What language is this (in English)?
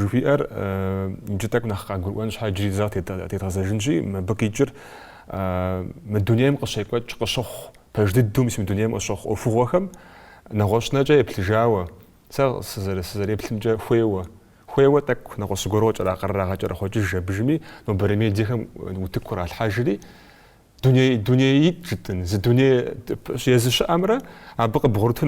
Kabardian